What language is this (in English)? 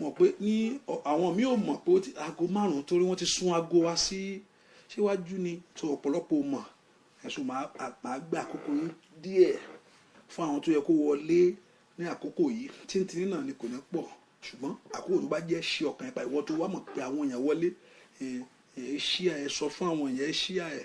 Yoruba